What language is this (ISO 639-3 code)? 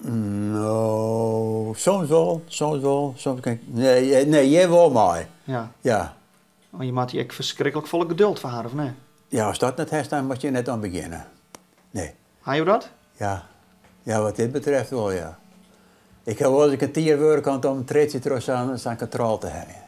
fry